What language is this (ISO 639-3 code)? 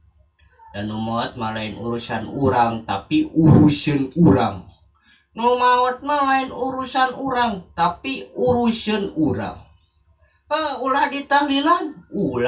sun